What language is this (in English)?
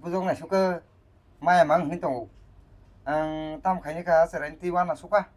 Kok Borok